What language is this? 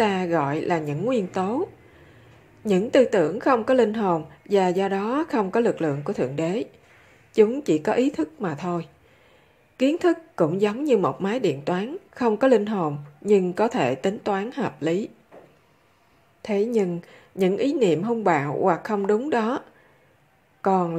Vietnamese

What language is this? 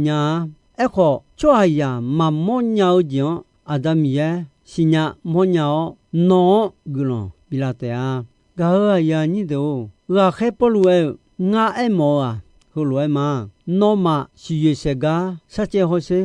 Akha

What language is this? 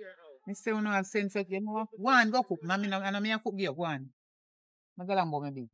Jamaican Creole English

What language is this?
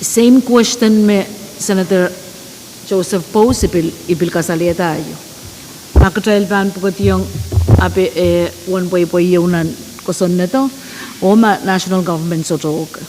Pohnpeian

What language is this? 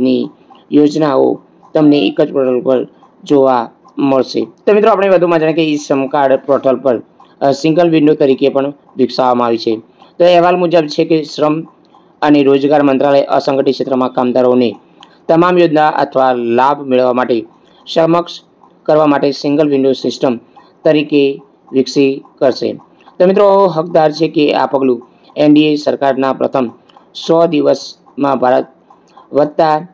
Gujarati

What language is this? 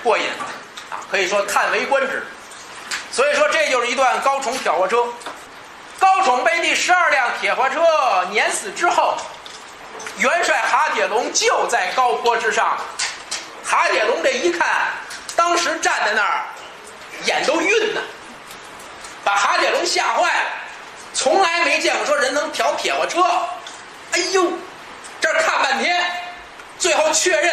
Chinese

